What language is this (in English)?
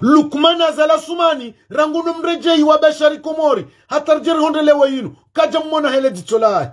Ngazidja Comorian